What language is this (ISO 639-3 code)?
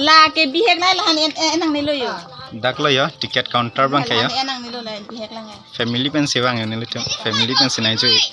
mjw